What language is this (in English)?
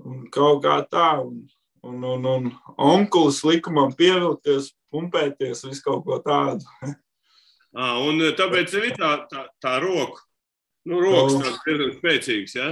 Latvian